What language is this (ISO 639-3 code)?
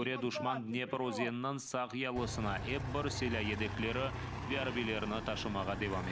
crh